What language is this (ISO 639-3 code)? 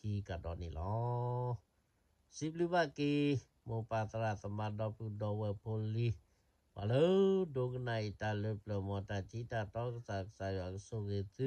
ksw